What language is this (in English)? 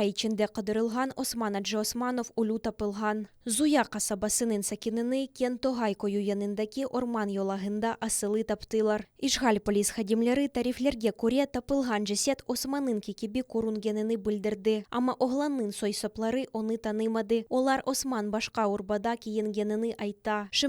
Crimean Tatar